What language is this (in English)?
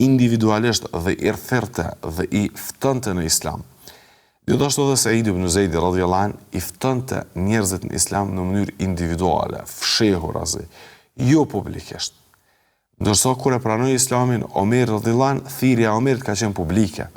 Albanian